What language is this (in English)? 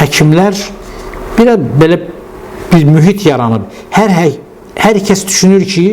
Azerbaijani